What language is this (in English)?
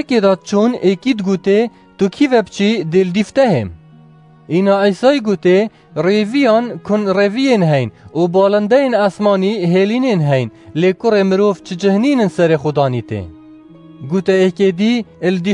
Kurdish